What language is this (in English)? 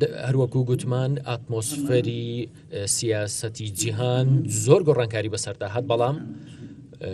Central Kurdish